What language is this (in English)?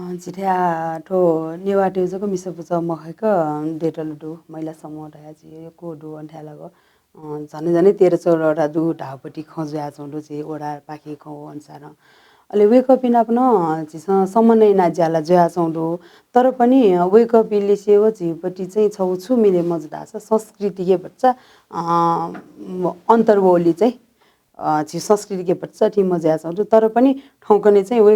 Newari